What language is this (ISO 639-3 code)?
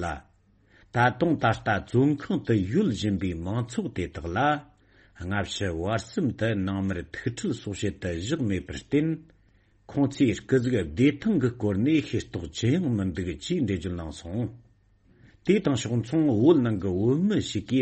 bod